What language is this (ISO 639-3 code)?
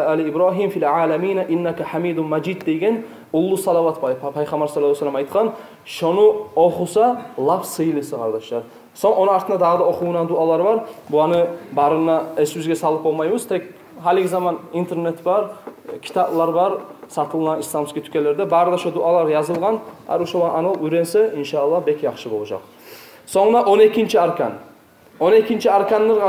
kum